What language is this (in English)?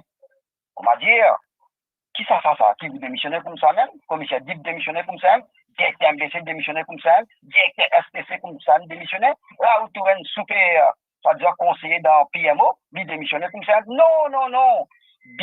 Morisyen